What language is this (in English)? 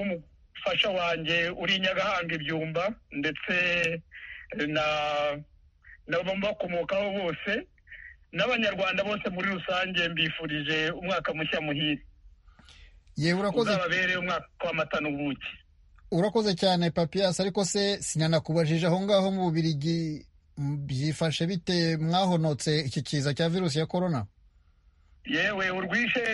Kinyarwanda